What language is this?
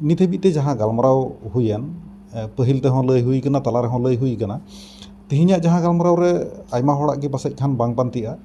Santali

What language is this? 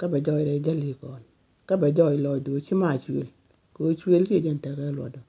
Nuer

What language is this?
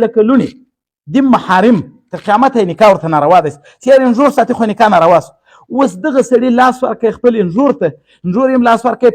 Pashto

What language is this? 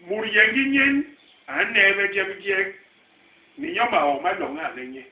Basaa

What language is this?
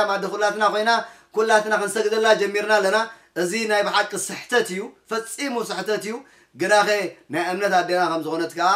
Tigrinya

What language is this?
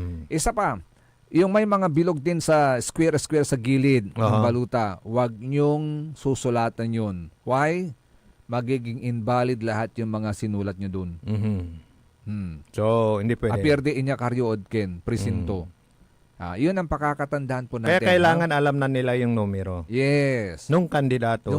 Pangasinan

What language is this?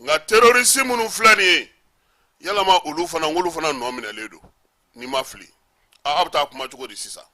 Bambara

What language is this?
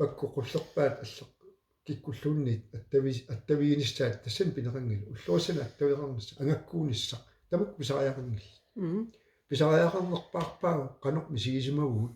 Kalaallisut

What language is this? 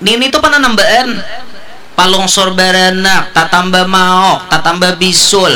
Banjar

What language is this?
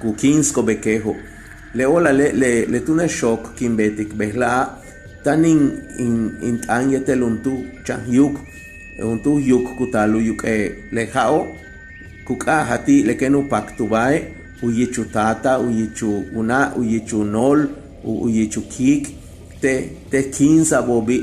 Yucateco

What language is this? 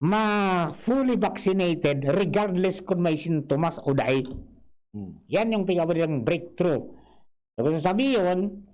Bikol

